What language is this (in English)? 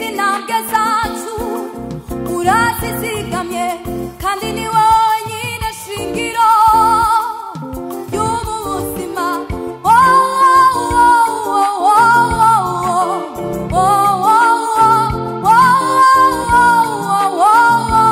Kinyarwanda